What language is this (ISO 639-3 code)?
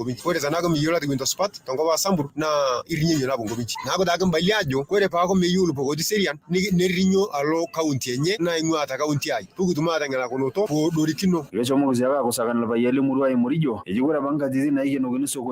mas